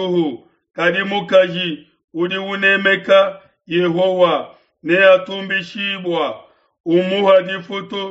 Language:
Luba-Lulua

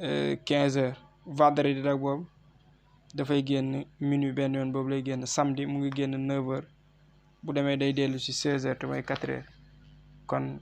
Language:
Wolof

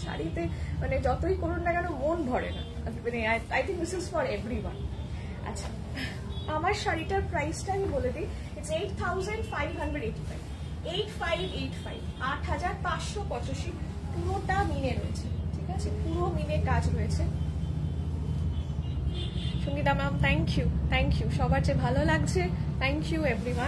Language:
Bangla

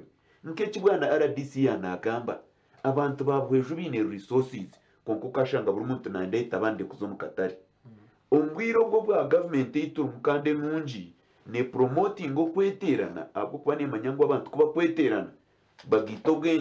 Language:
Nyankole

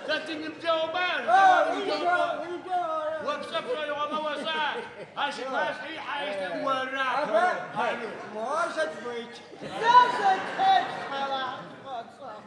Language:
Adyghe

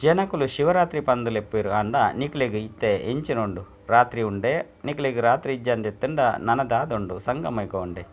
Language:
Tulu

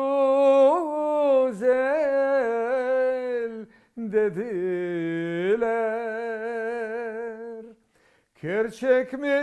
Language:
Crimean Tatar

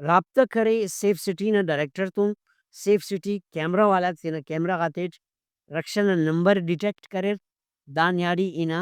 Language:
Brahui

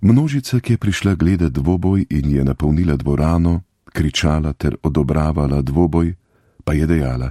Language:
Slovenian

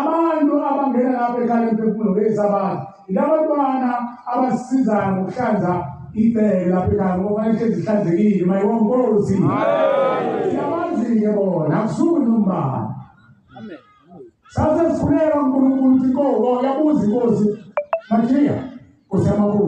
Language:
Zulu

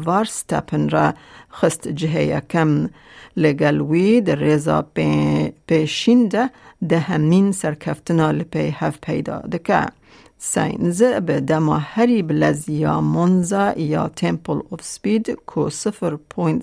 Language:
Kurdish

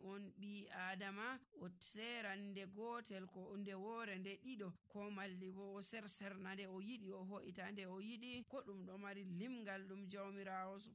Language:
Nigerian Fulfulde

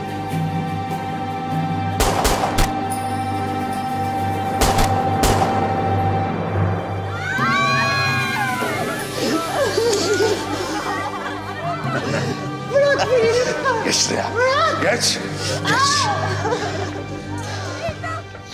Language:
Turkish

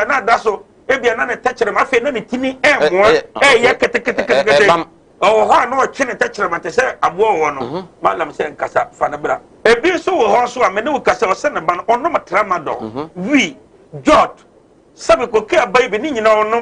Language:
Akan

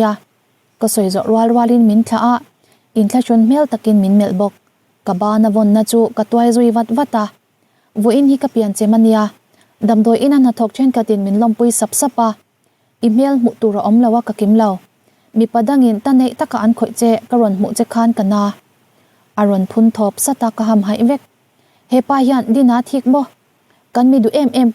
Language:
Mizo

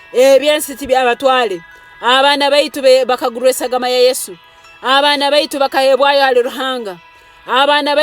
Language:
Nyoro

